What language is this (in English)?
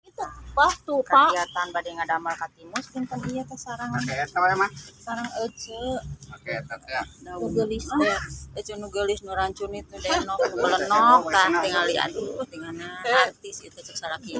Sundanese